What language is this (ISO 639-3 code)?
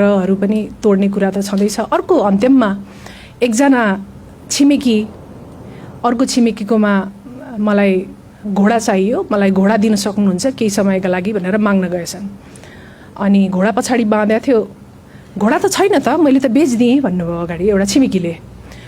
nep